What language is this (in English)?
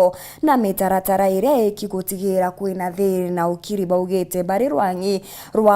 Meru